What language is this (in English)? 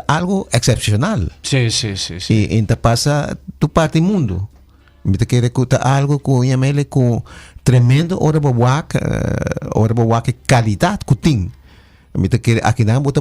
Papiamento